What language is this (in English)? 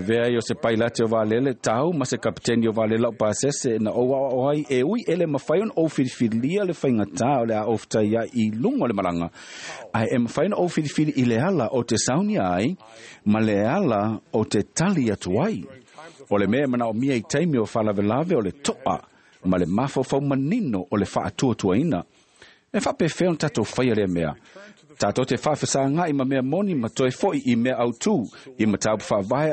Samoan